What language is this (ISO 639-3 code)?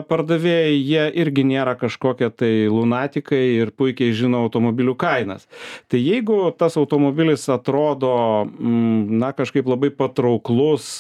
lit